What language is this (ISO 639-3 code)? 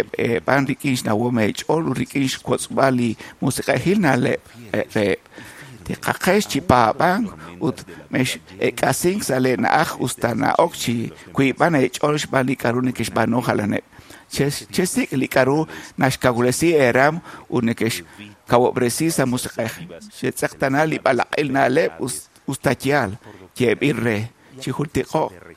kek